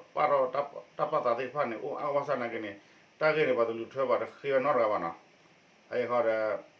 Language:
S'gaw Karen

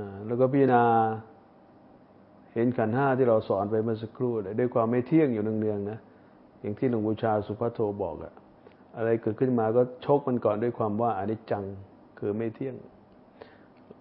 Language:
Thai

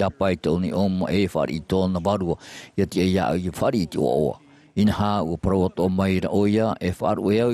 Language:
Tahitian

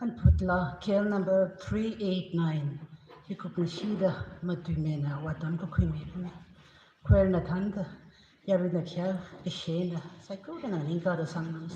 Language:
Tangkhul Naga (India)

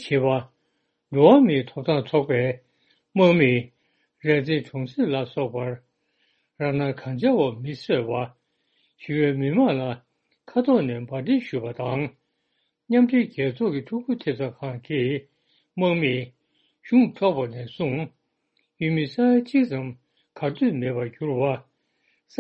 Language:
Tibetan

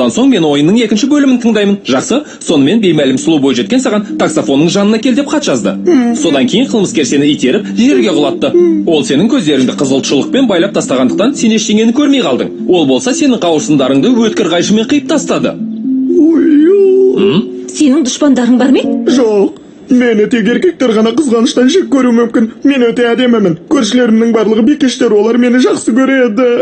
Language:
Kazakh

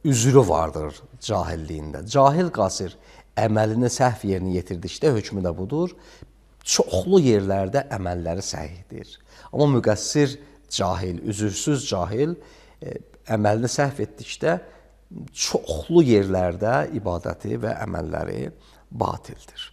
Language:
Azerbaijani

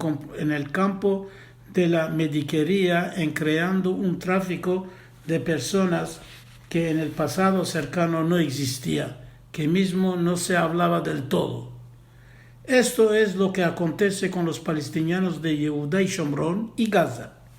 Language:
Ladino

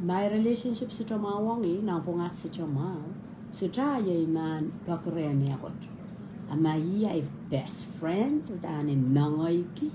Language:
Pohnpeian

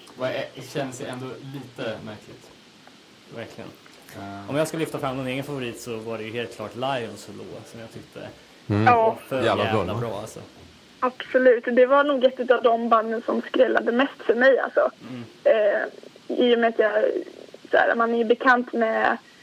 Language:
Swedish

